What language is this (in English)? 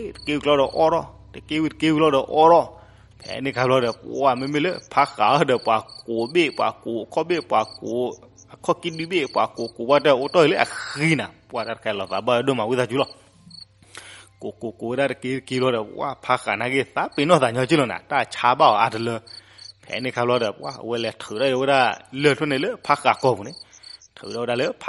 S'gaw Karen